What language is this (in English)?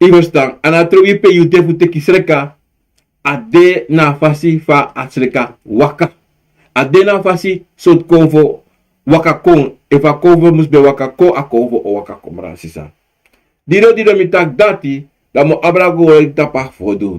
Sranan Tongo